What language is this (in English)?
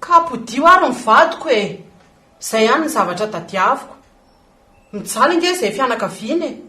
Malagasy